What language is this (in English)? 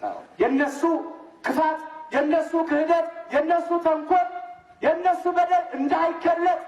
Amharic